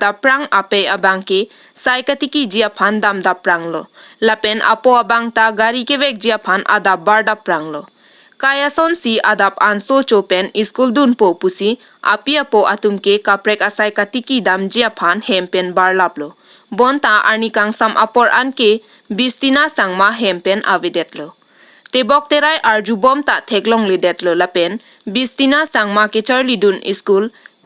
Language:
Karbi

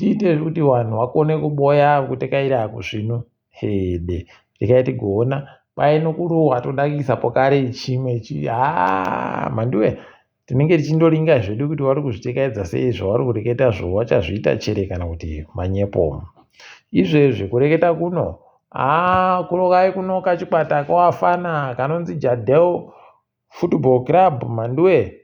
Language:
Ndau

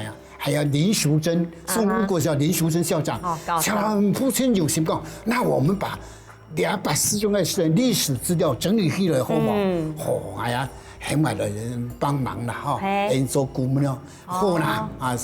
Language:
Hakka Chinese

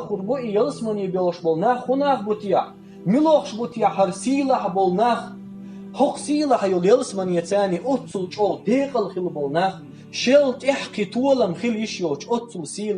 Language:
Chechen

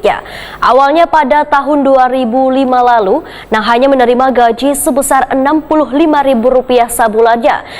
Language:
Banjar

